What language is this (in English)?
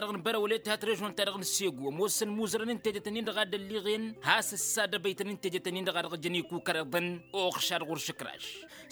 Tamasheq